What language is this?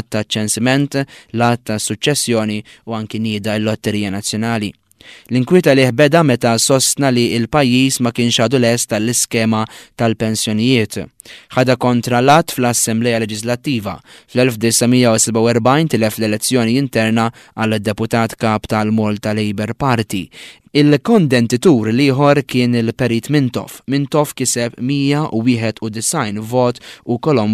Maltese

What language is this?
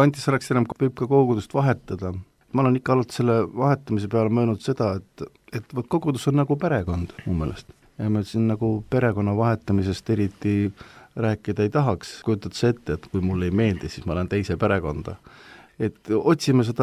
Estonian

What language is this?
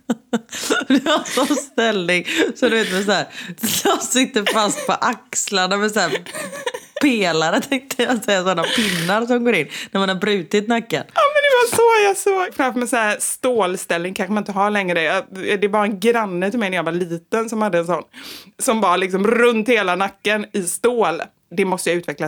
Swedish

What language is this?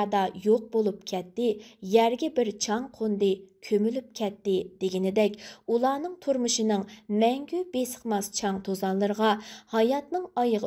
Uyghur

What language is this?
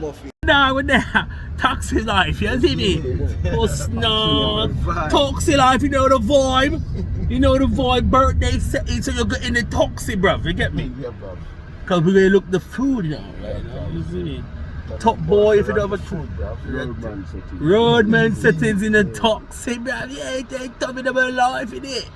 Jamaican Creole English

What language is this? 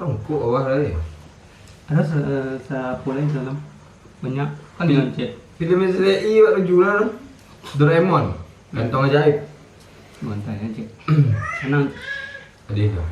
Minangkabau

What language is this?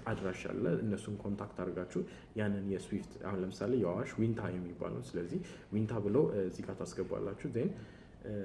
Amharic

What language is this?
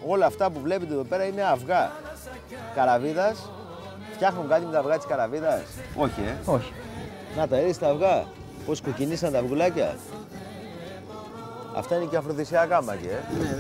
Greek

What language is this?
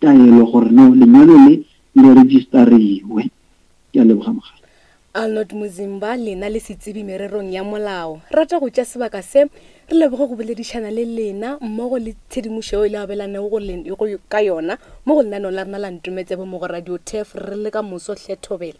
Northern Sotho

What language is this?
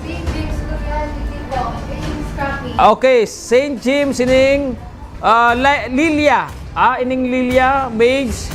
Bikol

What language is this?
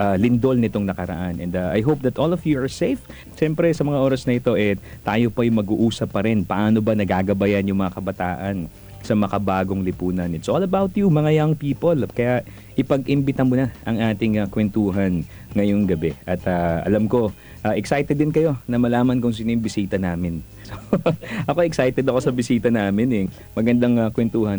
Filipino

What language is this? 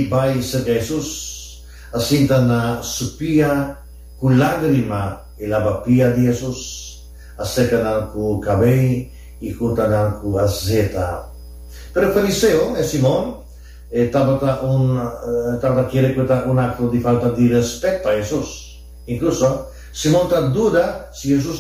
Papiamento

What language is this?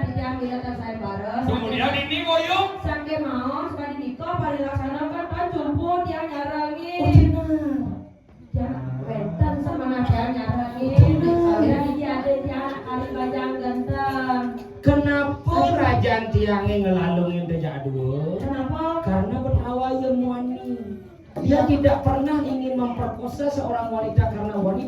Balinese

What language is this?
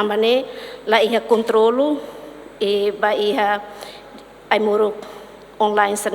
Tetum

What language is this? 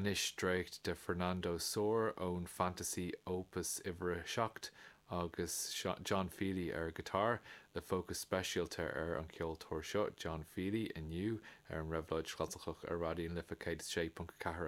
Irish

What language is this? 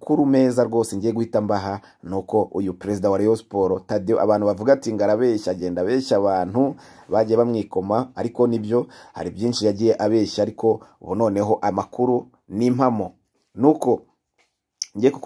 Kinyarwanda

